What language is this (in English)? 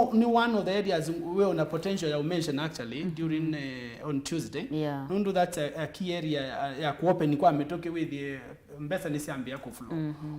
Kamba